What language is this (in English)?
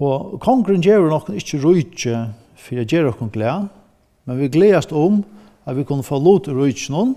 Faroese